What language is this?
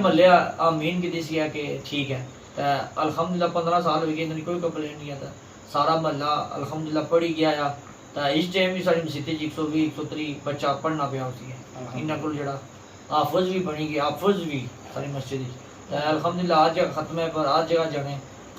Pahari-Potwari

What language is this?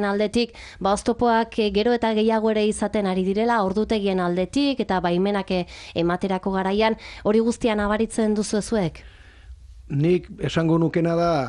Basque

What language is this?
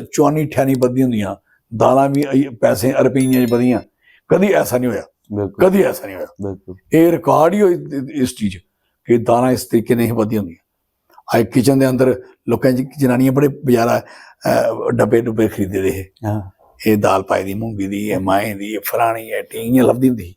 Dogri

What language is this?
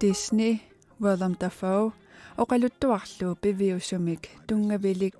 Kalaallisut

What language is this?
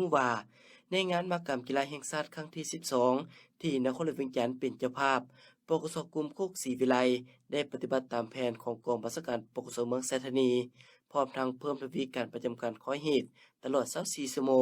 Lao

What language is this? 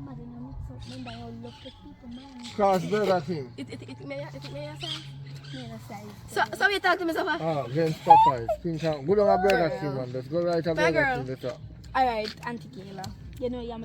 Jamaican Creole English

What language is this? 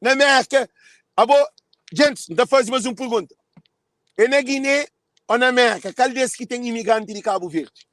Kabuverdianu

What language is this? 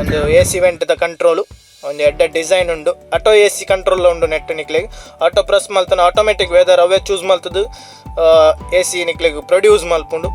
Tulu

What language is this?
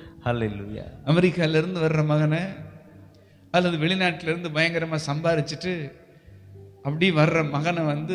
Tamil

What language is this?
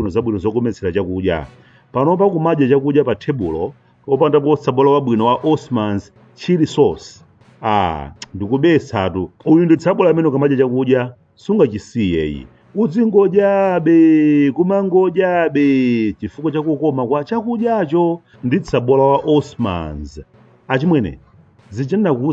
Nyanja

